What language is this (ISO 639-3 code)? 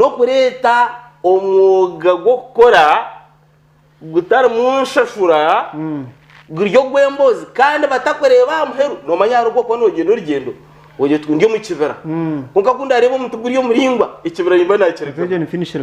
nyn